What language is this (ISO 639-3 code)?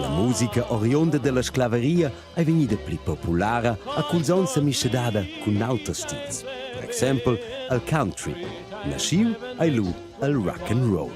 roh